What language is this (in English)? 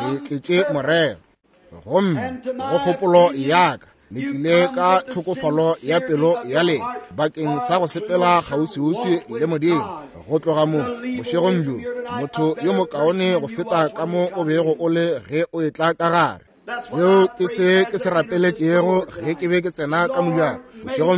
Northern Sotho